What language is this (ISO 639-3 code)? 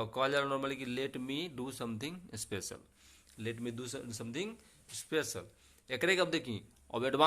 bho